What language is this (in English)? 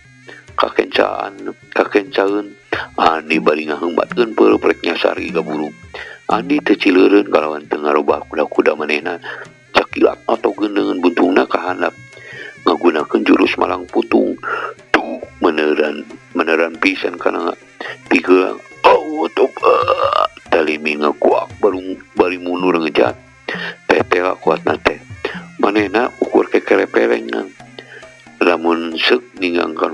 Sundanese